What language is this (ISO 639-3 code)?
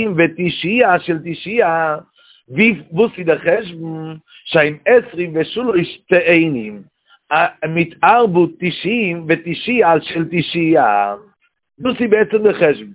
yid